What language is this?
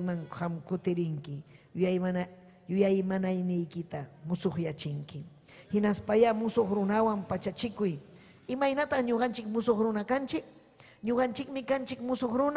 Ayacucho Quechua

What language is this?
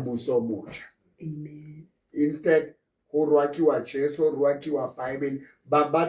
Southern Sotho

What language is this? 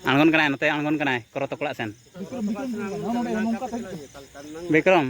Santali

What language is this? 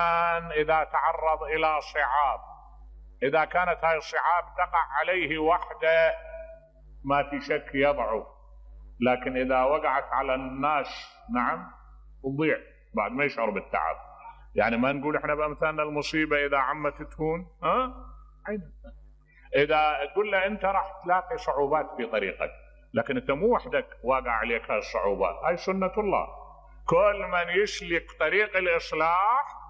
Mesopotamian Arabic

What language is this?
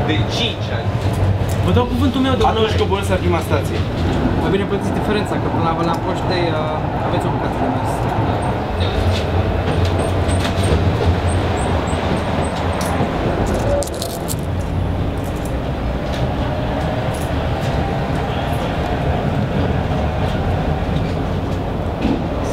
Romanian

